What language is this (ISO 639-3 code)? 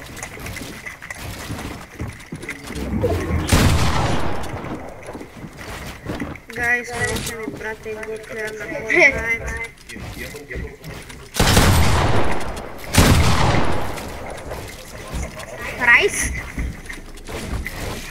bul